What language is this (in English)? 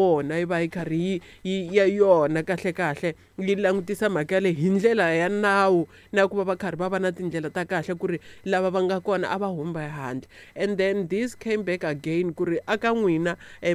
Tsonga